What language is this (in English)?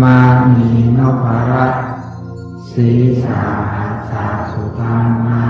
Pali